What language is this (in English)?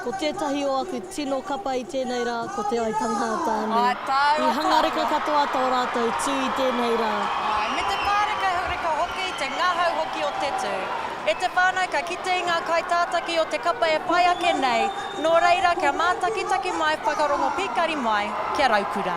Māori